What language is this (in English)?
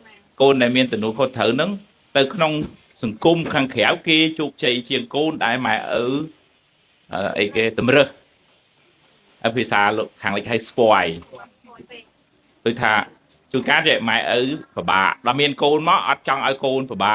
Khmer